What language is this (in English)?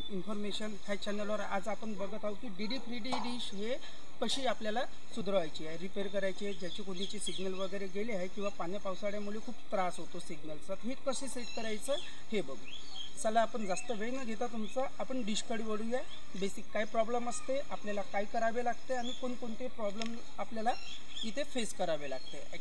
Marathi